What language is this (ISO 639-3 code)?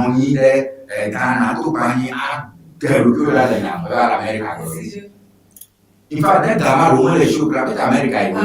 ewe